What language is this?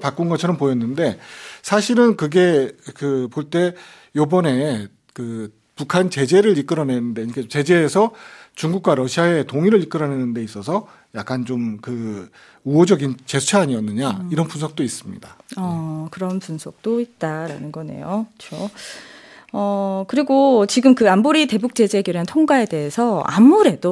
Korean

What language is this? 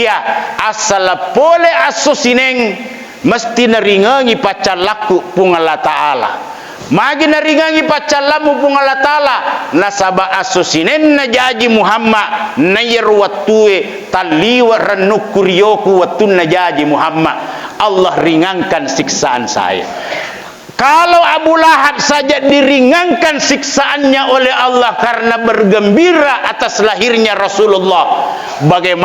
Buginese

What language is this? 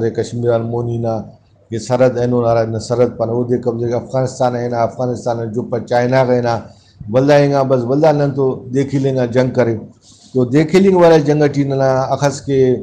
Brahui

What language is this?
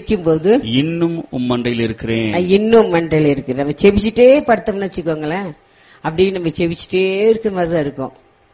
Tamil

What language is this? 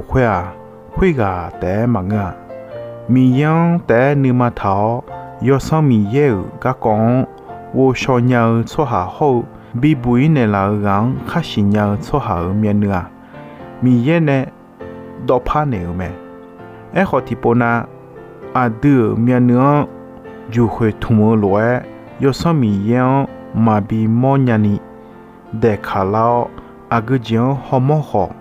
Akha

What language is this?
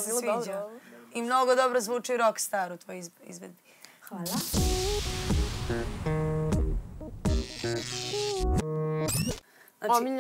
Serbian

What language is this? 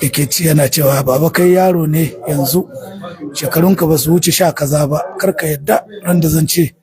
Hausa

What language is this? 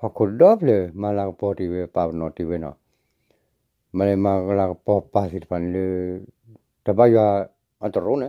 S'gaw Karen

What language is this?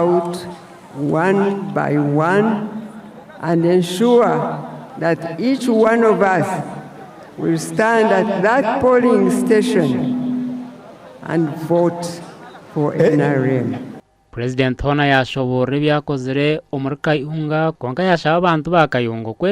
Nyankole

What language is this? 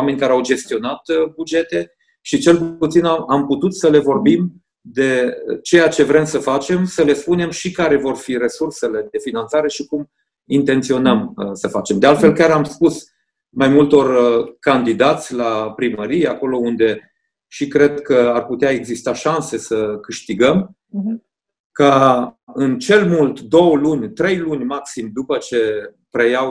Romanian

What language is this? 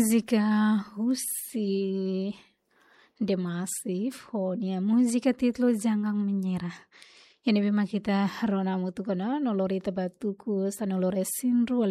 Tetum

